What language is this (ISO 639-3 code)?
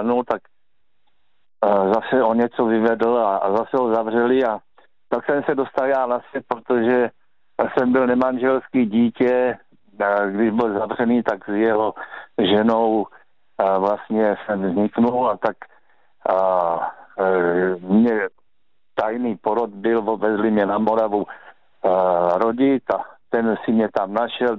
ces